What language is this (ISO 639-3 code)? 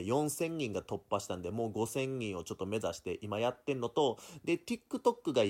jpn